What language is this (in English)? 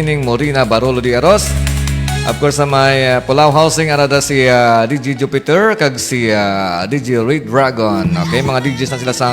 Hiligaynon